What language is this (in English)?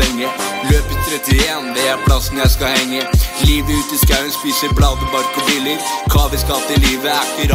Norwegian